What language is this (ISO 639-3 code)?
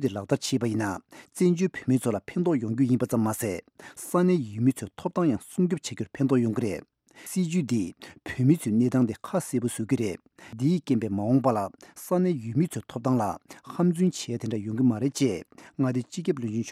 bod